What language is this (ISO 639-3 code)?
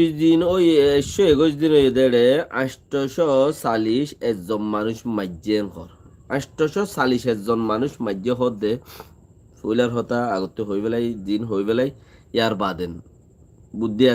rhg